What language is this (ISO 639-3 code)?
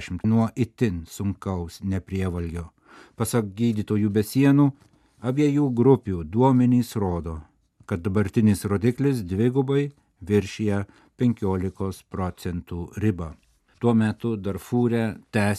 lit